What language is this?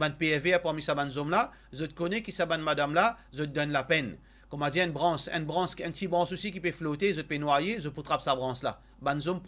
Morisyen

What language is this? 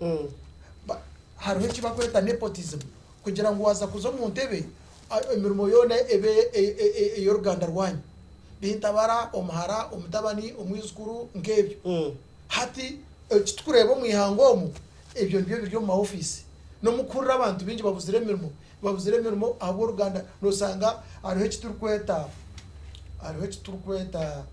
Nyankole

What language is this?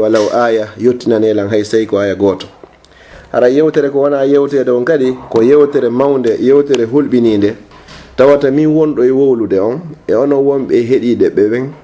Fula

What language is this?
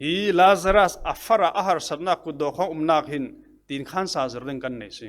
Falam Chin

